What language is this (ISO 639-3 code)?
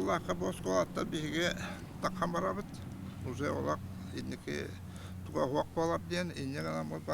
sah